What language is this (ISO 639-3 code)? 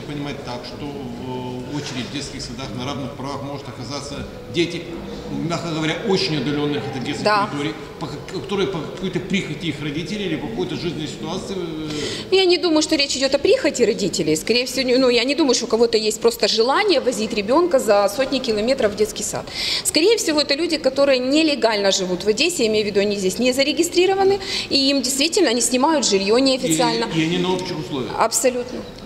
rus